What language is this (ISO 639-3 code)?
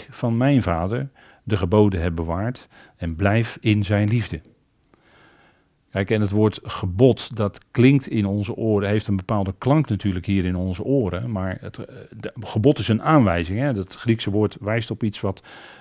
nld